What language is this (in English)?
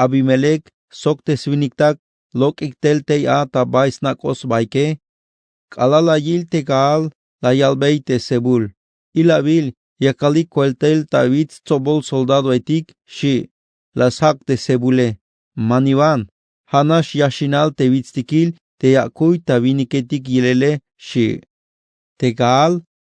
Tzeltal